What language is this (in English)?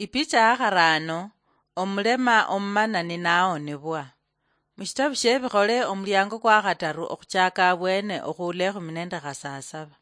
Luyia